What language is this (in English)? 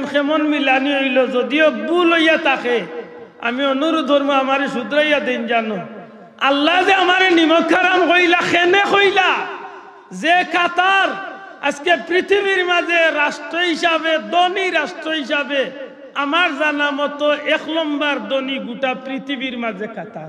Sylheti